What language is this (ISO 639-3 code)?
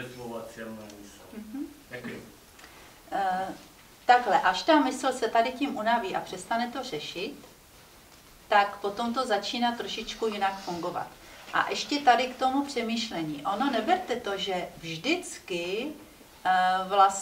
ces